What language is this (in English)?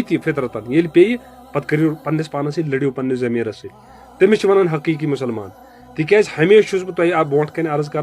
Kashmiri